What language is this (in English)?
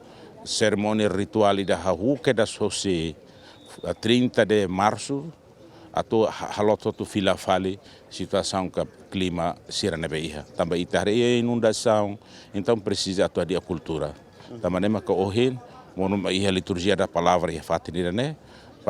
Tetum